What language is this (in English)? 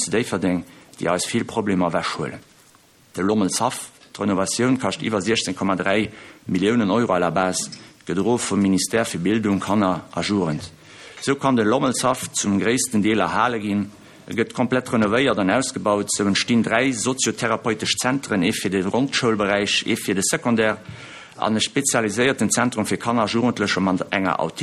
Luxembourgish